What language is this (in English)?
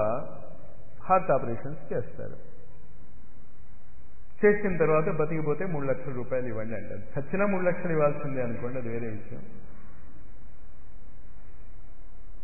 Telugu